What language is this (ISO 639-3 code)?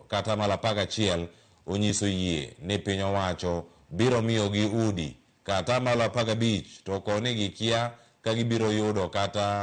luo